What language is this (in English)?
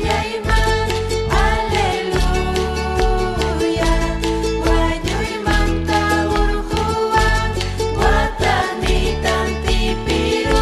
Ayacucho Quechua